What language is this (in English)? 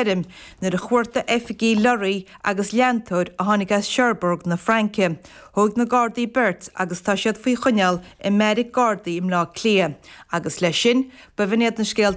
Irish